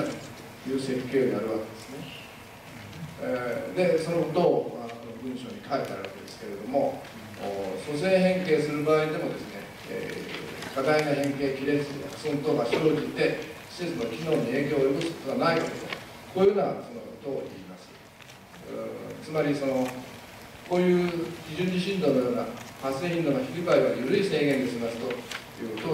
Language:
Japanese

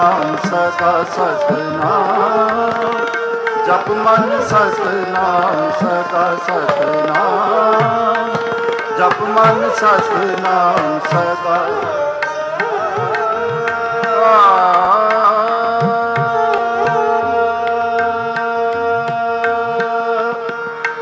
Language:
Punjabi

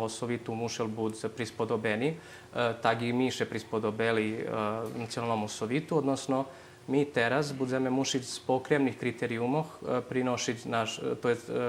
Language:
Rusyn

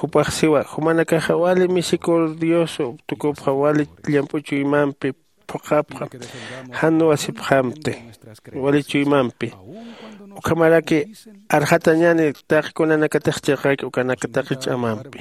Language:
Aymara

